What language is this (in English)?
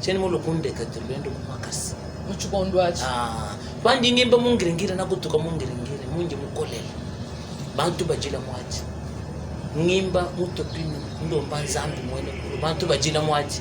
Luba-Lulua